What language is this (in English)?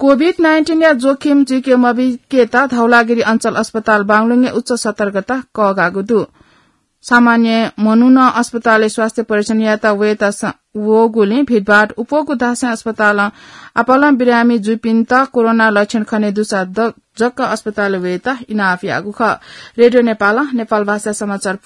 Newari